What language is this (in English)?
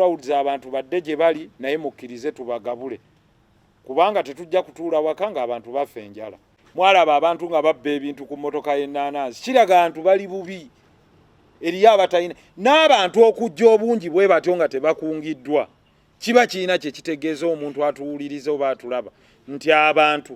Ganda